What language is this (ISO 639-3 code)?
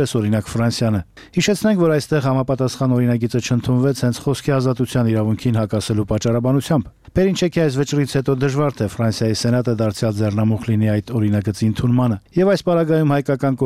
hye